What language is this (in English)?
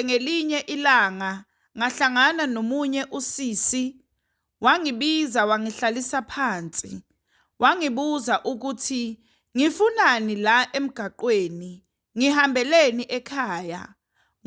Zulu